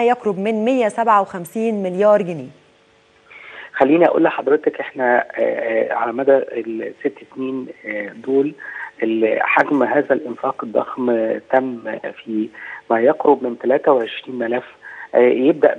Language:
Egyptian Arabic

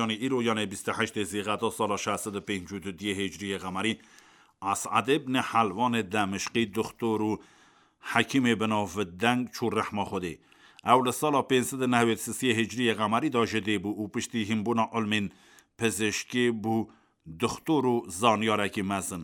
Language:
Kurdish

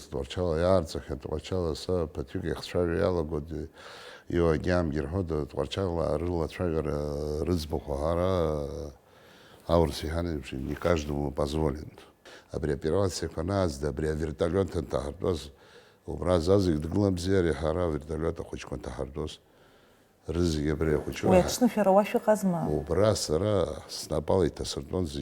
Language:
Abkhazian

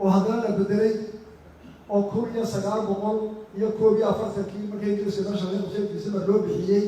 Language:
Somali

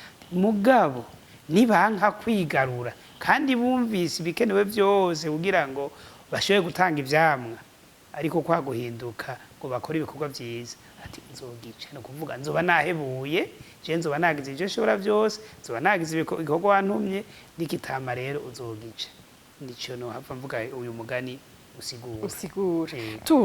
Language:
Rundi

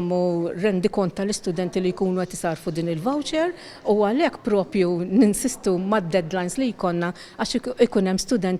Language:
Maltese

